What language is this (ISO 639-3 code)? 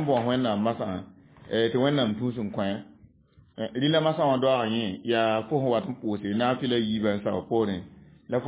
mos